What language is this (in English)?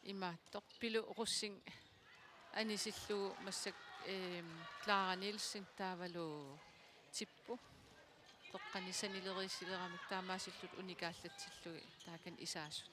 Kalaallisut